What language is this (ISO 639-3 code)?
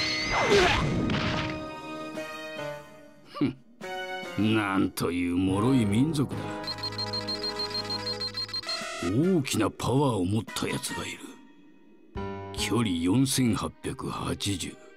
jpn